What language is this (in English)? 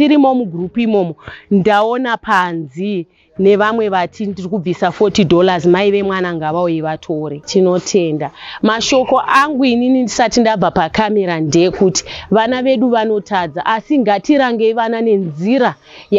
Shona